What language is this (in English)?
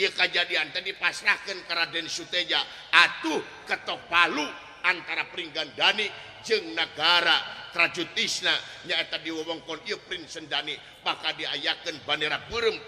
Sundanese